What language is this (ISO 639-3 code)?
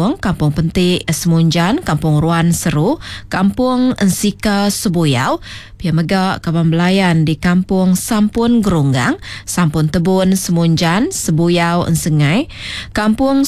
iba